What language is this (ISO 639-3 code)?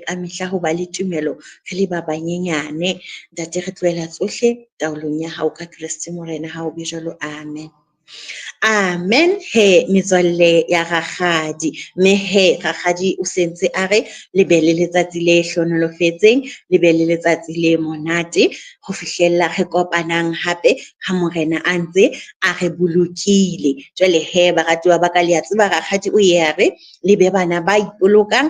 sot